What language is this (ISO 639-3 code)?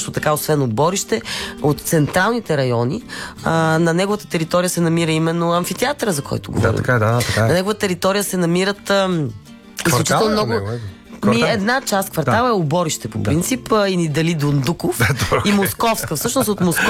bul